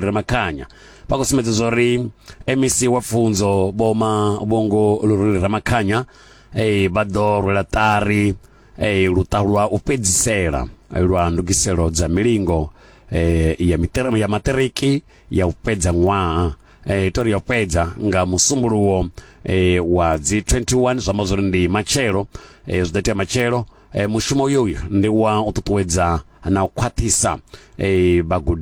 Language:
Venda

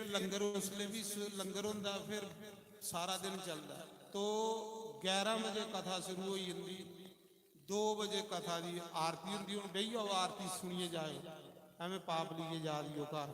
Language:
Dogri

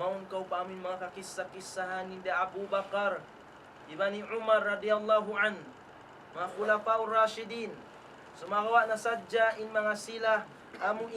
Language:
Tausug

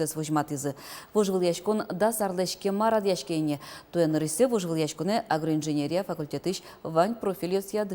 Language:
Udmurt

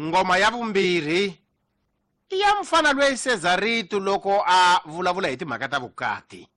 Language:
Tsonga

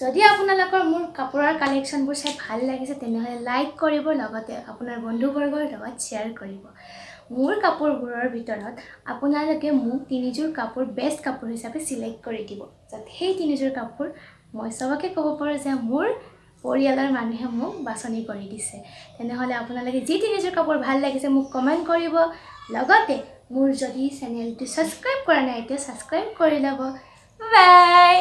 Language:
Assamese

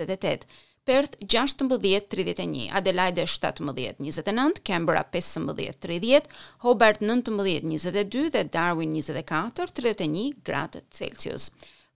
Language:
Albanian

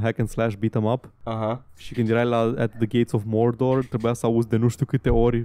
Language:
Romanian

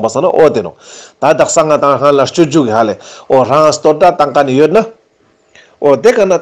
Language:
Ladakhi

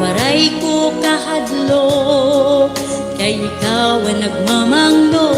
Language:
Waray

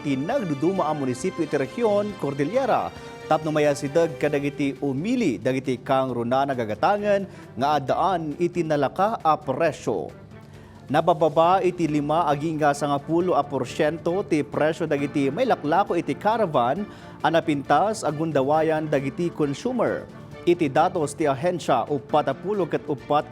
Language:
Iloko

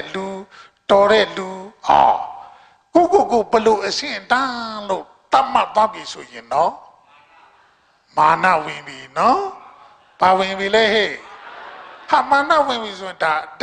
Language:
Burmese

